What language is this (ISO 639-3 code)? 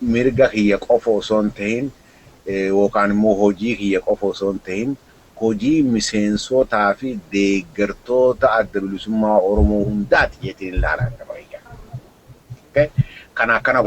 orm